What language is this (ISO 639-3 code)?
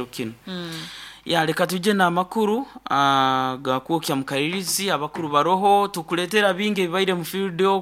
nyo